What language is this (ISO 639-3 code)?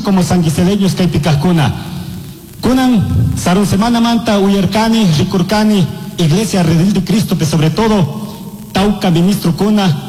qug